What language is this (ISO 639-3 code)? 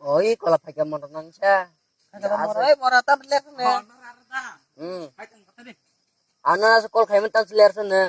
trp